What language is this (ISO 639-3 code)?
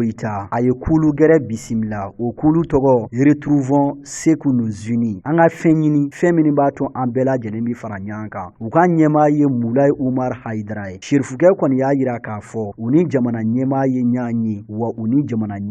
bam